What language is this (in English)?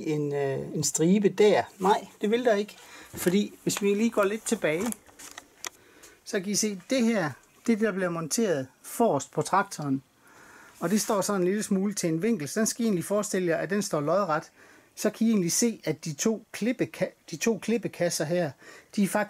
Danish